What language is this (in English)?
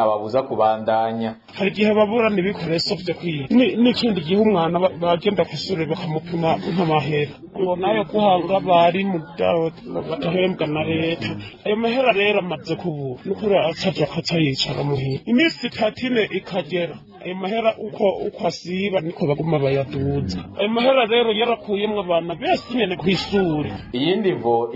Rundi